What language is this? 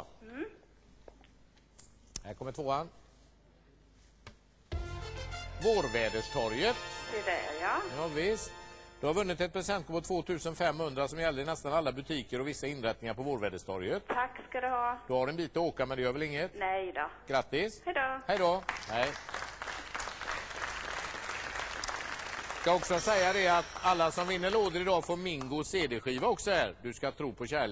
Swedish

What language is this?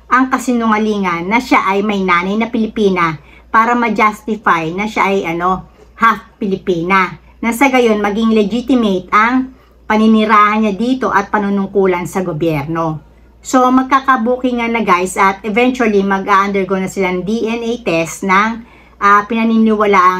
Filipino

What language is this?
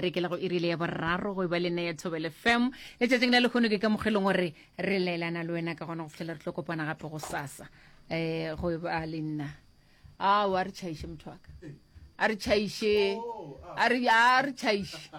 Northern Sotho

